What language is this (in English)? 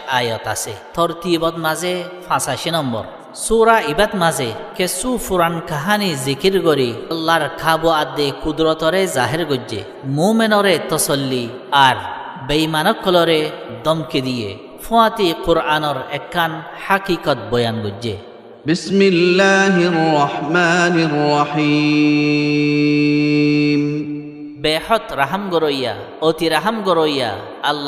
Rohingya